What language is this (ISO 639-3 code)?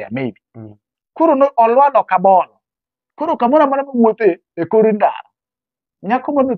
luo